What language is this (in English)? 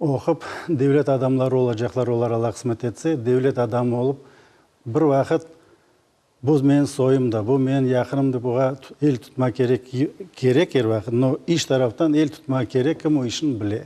Crimean Tatar